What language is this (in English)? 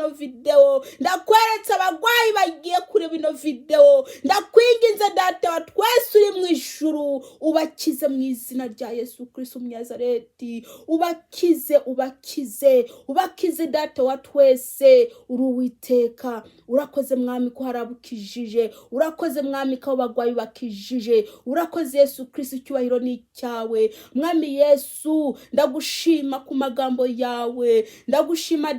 Kinyarwanda